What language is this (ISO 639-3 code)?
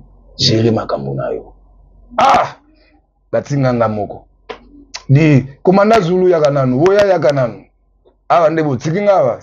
lin